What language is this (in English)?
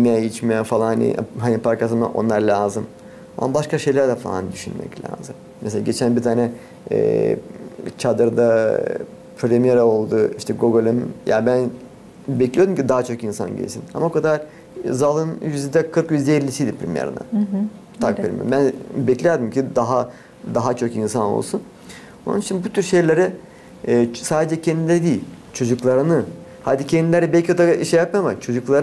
Gagauz